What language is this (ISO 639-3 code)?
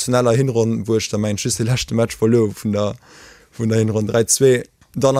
ltz